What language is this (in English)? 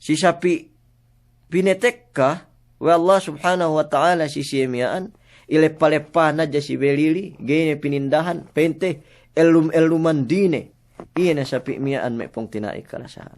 Yakan